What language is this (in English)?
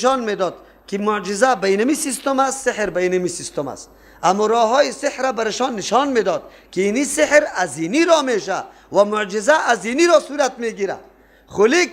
Persian